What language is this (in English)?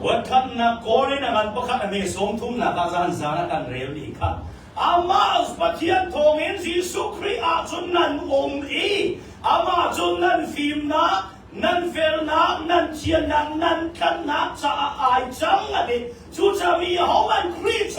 Hakha Chin